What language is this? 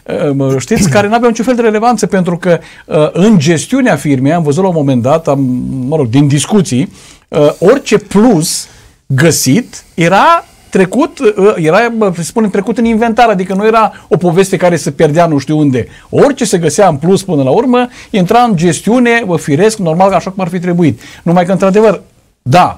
Romanian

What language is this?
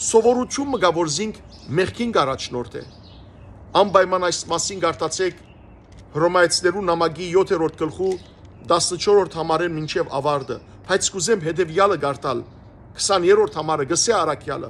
Western Armenian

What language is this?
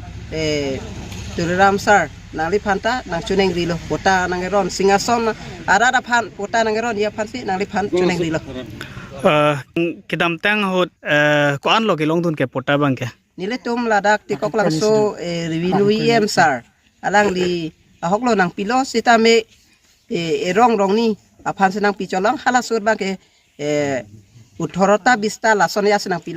Karbi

